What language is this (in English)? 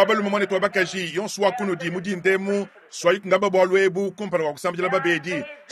Luba-Lulua